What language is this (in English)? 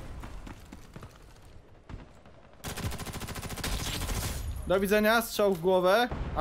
Polish